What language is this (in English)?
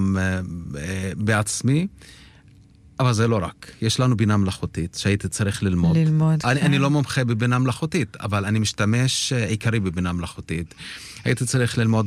Hebrew